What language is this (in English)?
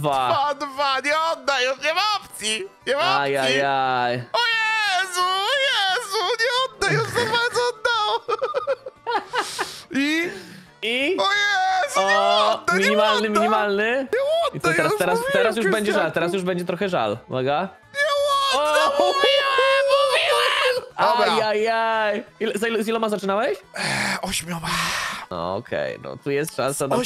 Polish